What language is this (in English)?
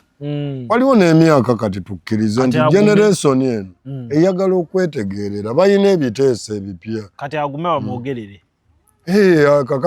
Ganda